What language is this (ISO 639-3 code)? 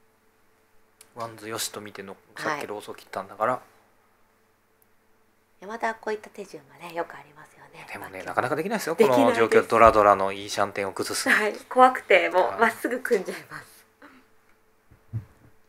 jpn